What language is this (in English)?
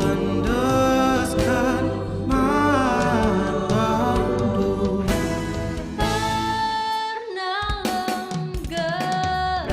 Batak Karo